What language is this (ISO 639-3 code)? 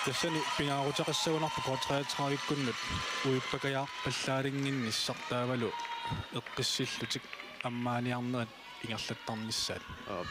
kal